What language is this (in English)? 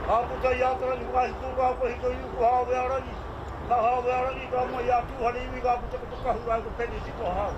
Māori